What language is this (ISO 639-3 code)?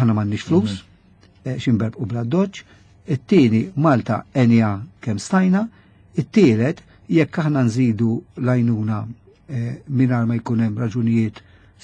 mlt